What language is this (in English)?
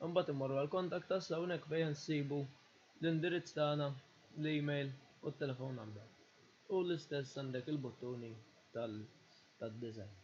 Maltese